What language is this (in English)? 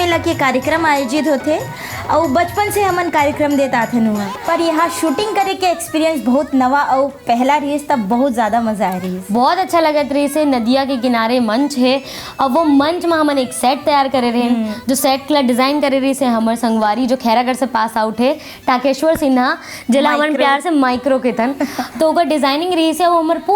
Chhattisgarhi